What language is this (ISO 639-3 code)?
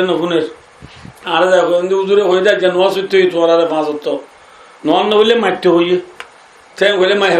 rhg